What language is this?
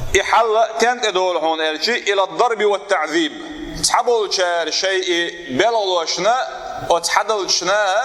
Chechen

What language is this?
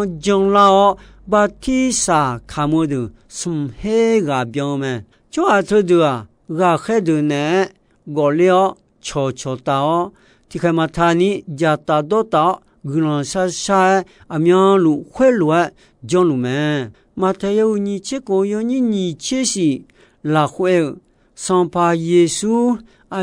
Akha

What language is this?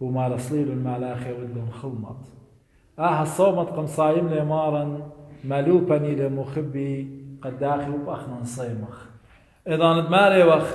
Assyrian Neo-Aramaic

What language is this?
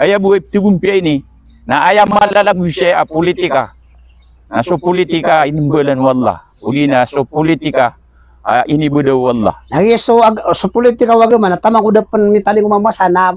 Maranao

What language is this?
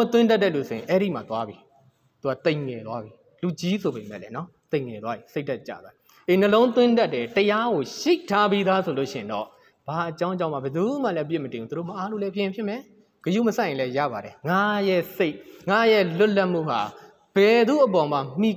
Burmese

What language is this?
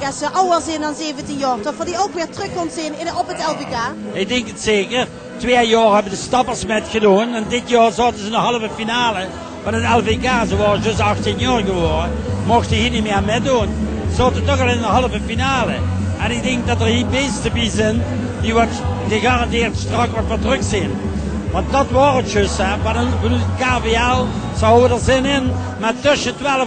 Limburgish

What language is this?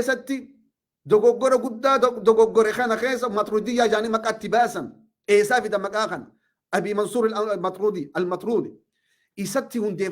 Oromo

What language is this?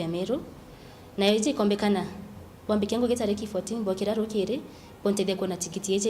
Meru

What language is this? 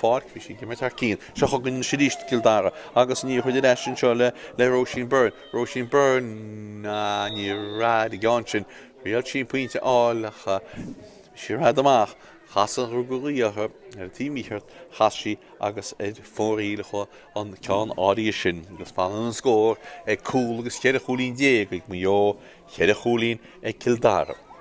Irish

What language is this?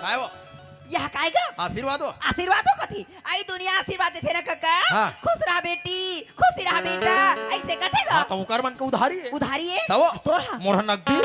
Chhattisgarhi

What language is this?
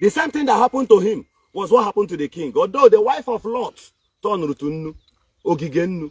Igbo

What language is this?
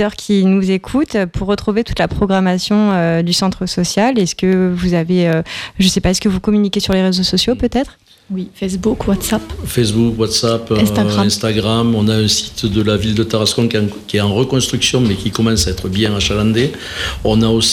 French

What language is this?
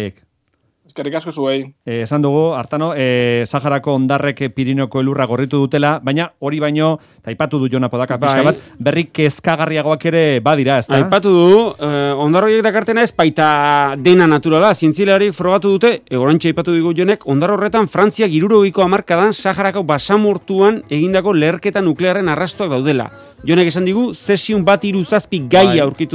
Basque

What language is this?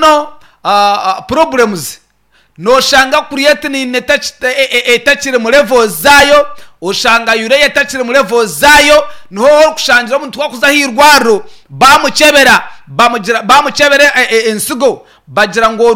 Nyankole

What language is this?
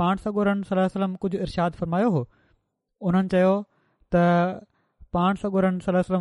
Sindhi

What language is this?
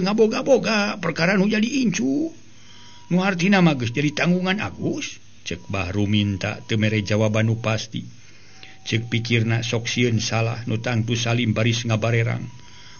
Sundanese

